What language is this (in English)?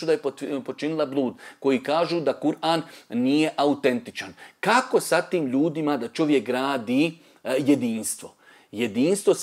Bosnian